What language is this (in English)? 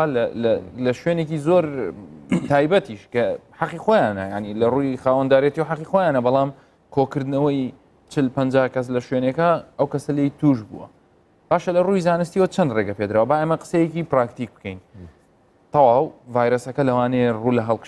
Central Kurdish